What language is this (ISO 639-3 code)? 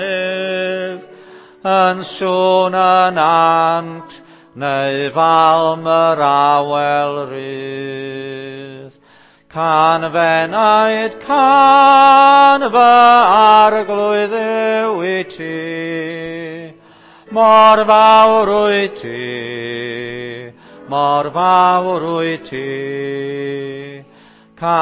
cym